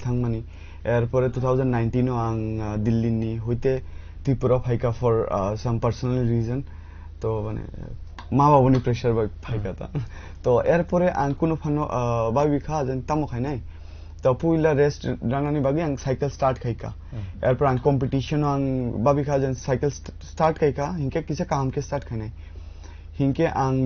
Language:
Kok Borok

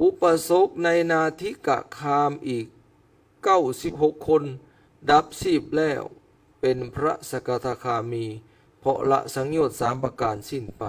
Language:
Lao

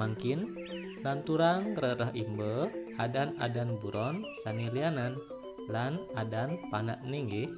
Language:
Balinese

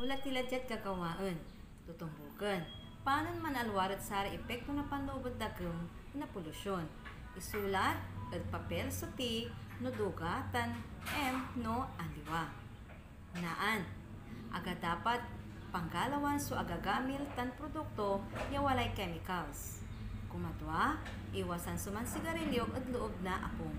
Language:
Pangasinan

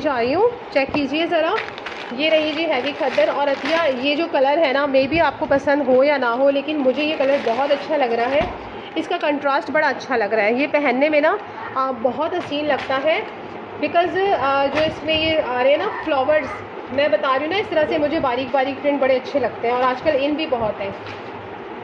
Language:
Hindi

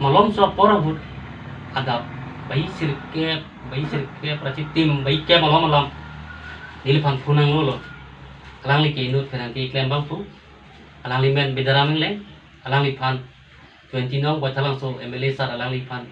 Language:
Karbi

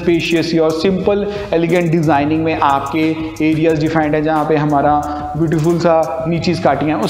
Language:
Hindi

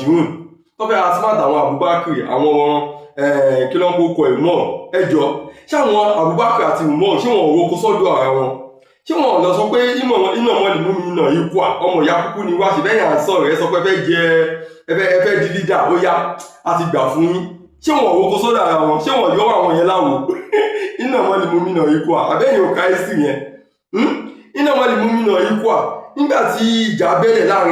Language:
Yoruba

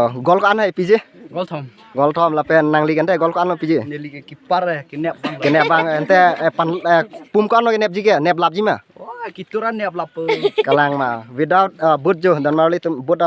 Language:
Karbi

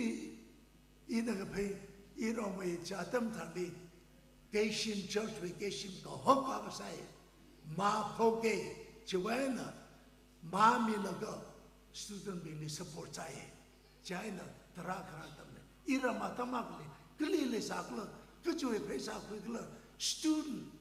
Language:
Tangkhul Naga (India)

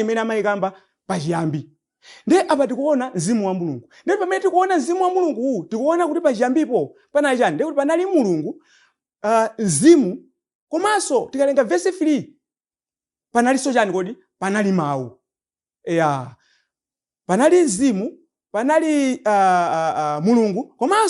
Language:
Nyanja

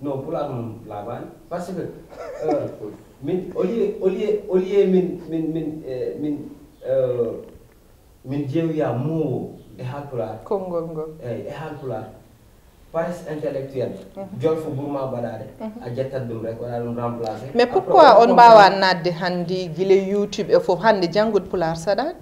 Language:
Fula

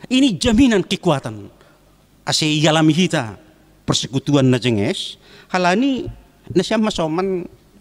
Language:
Batak Simalungun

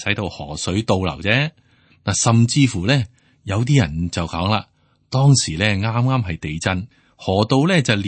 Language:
Cantonese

